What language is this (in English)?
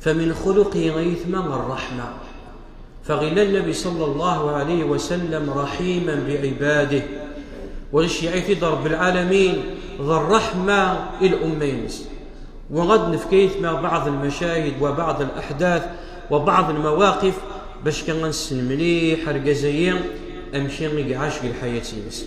Kabyle